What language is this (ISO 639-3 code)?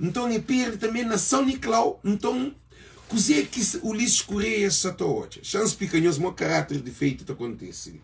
kea